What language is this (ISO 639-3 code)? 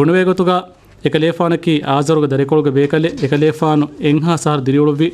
div